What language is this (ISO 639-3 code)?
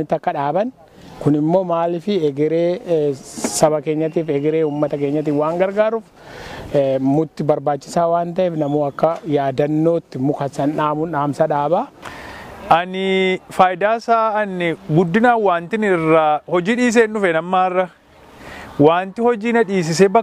orm